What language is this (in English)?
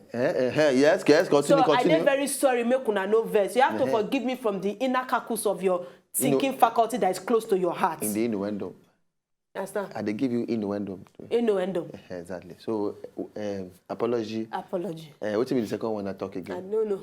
Nigerian Pidgin